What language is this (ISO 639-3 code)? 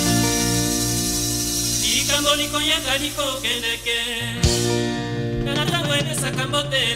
lin